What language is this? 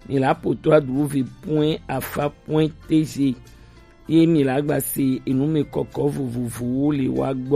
Gen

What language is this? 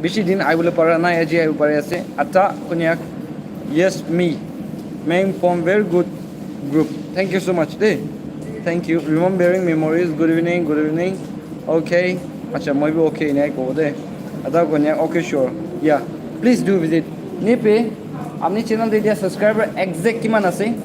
Naga Pidgin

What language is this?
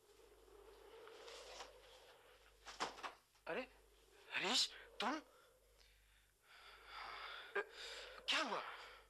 Hindi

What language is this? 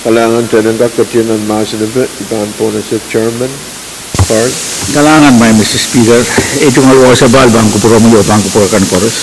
Pohnpeian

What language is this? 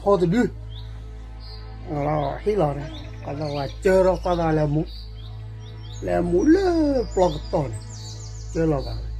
S'gaw Karen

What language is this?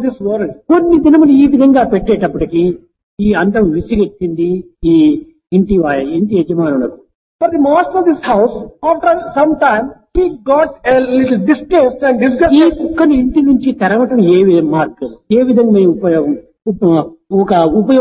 Telugu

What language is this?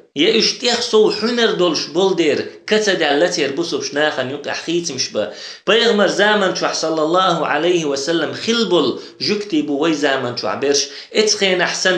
Chechen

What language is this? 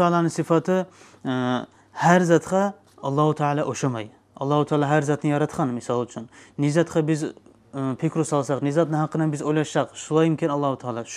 Kumyk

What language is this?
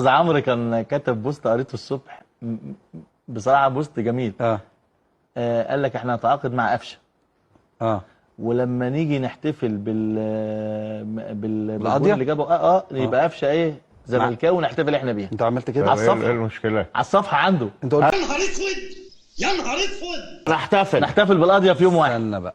Egyptian Arabic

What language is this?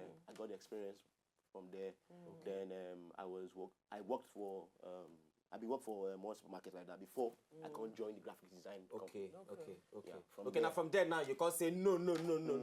Nigerian Pidgin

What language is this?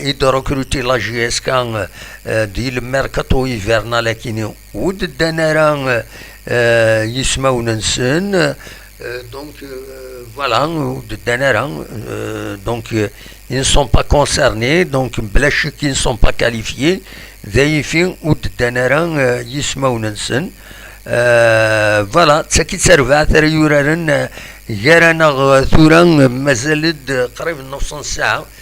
Kabyle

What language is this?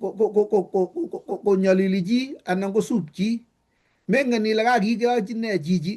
Kalenjin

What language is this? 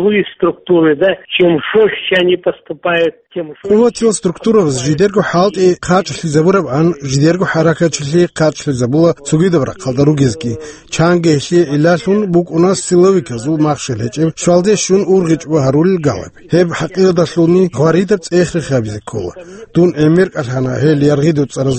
Avaric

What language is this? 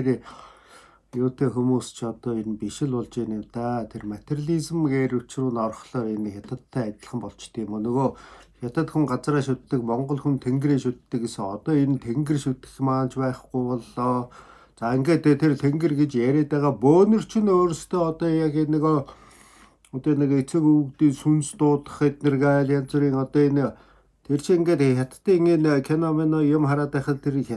Mongolian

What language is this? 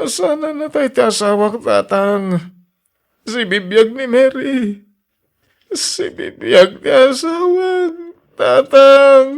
Iloko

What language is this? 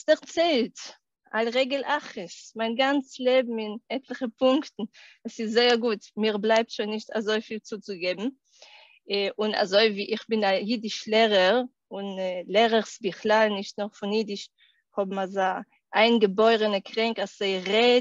Yiddish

